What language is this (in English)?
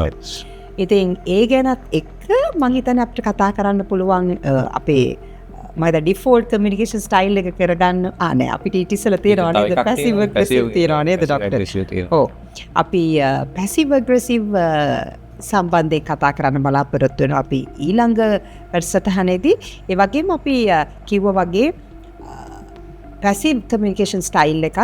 Sinhala